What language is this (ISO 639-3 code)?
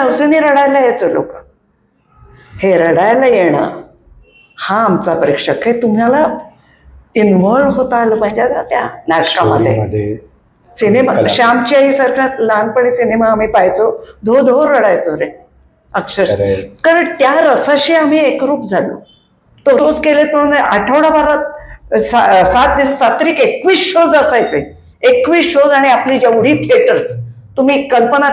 mar